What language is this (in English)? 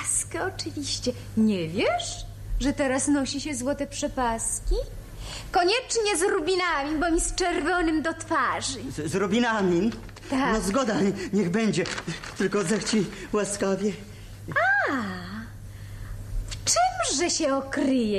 Polish